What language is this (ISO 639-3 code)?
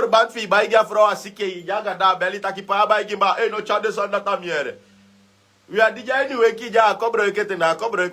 srn